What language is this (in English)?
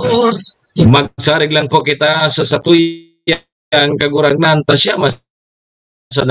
Bikol